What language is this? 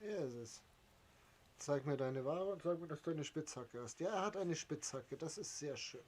Bavarian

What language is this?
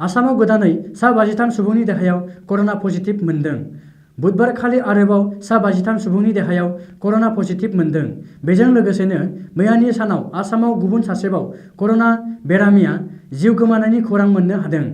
Bodo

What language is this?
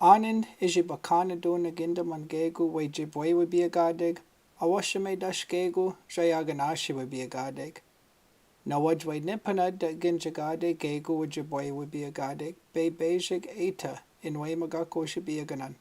Chippewa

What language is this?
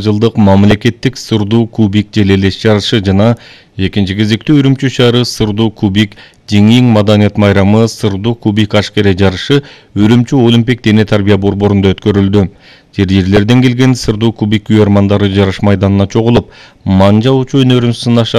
Kyrgyz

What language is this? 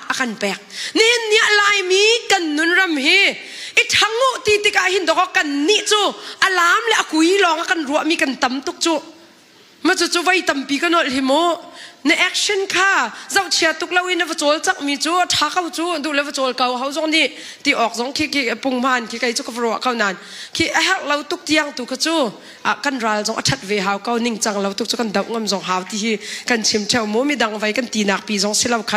Hakha Chin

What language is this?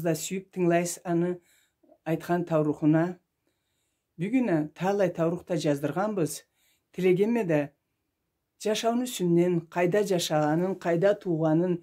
Karachay-Balkar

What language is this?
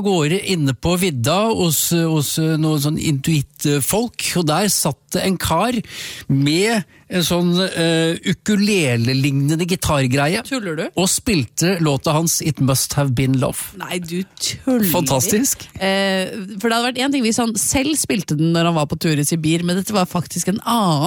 Norwegian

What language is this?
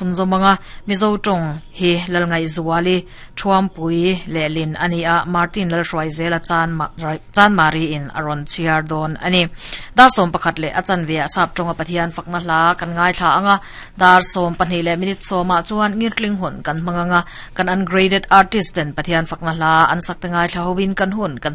Mizo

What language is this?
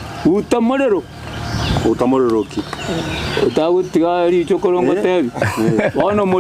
Gusii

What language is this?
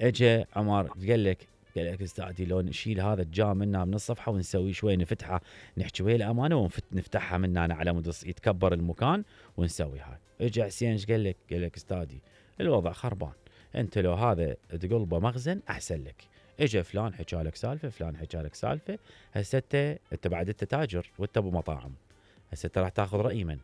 Mesopotamian Arabic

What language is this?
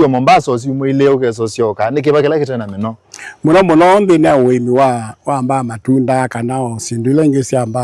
Kamba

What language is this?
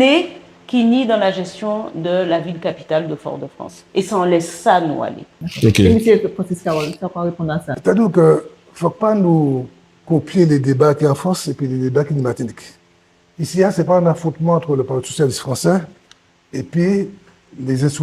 Guadeloupean Creole French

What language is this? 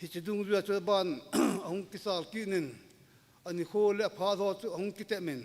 Thado Chin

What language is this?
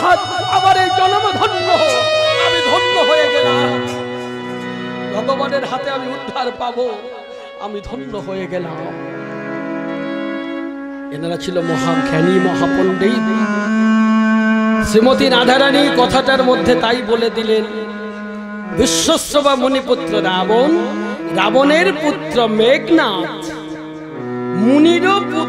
Bangla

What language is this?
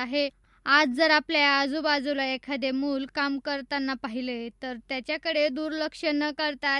Marathi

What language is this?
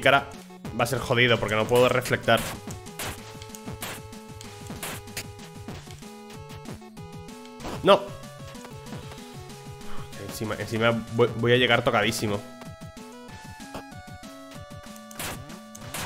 Spanish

